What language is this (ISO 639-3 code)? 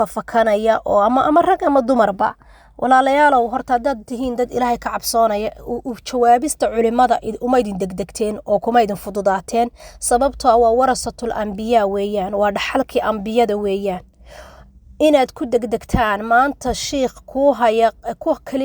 som